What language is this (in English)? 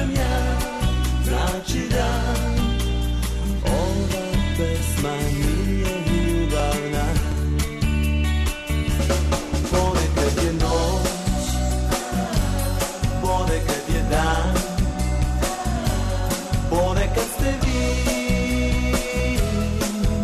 Serbian